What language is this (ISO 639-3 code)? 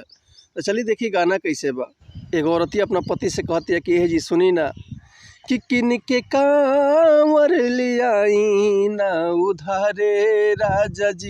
bho